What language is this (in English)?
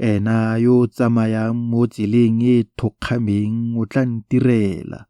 Tswana